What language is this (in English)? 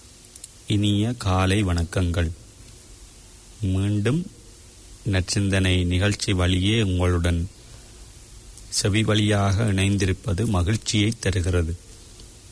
Tamil